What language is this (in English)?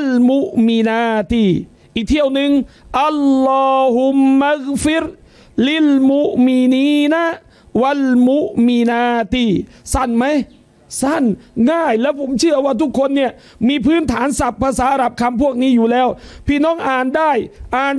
Thai